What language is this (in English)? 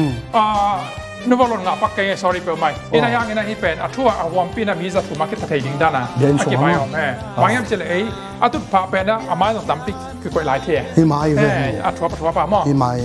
Tedim Chin